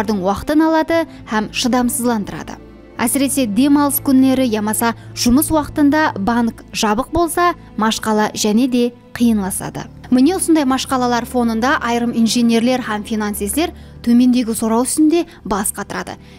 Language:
Kara-Kalpak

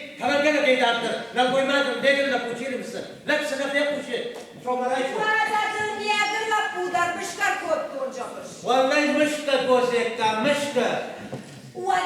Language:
Ossetic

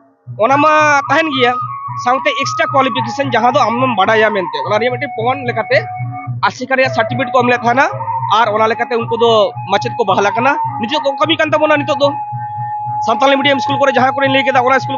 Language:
Santali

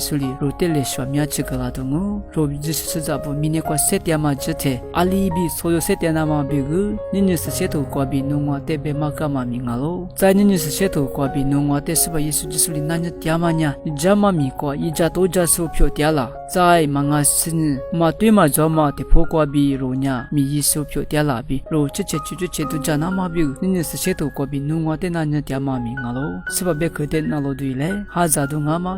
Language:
Lisu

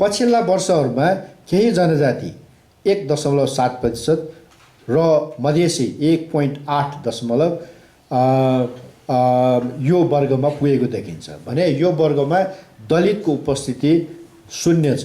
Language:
Nepali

